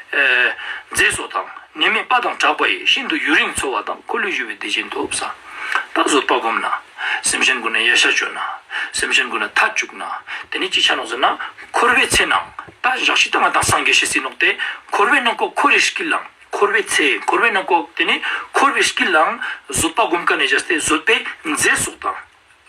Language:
Ladakhi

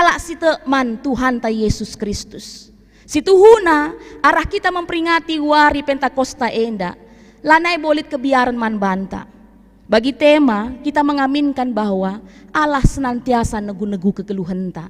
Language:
Batak Karo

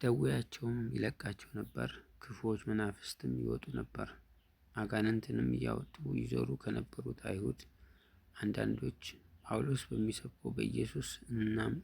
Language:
Amharic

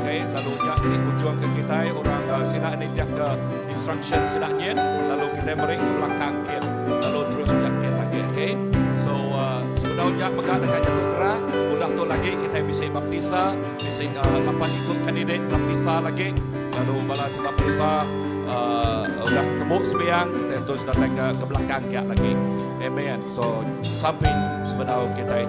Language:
Iban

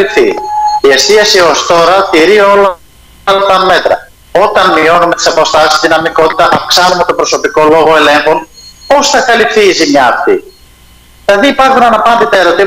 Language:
Greek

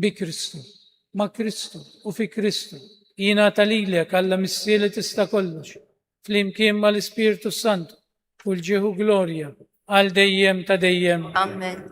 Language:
Maltese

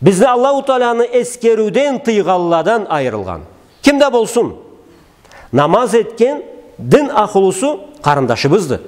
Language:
Karachay-Balkar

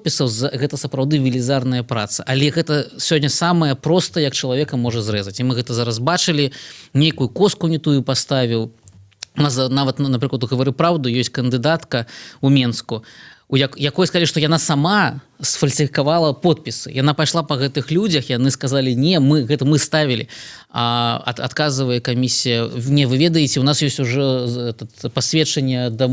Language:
Belarusian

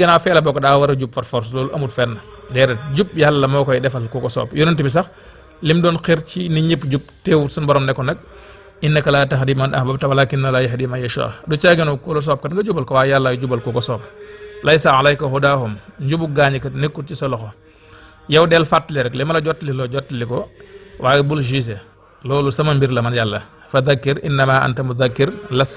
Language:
Wolof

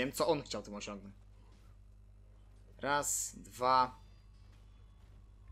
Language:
Polish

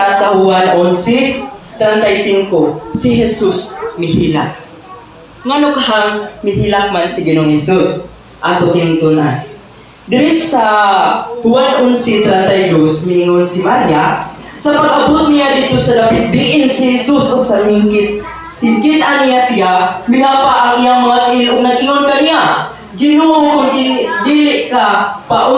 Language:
Cebuano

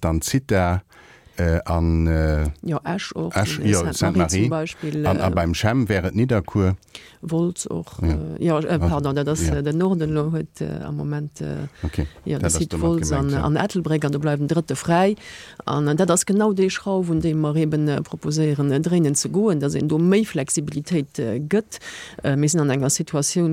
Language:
Luxembourgish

